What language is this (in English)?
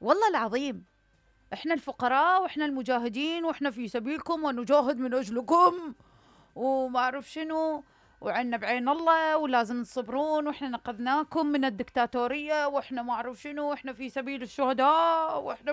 Mesopotamian Arabic